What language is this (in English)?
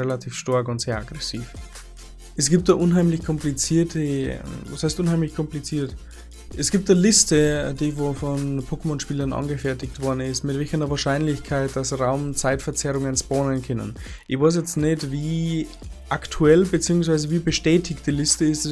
Bavarian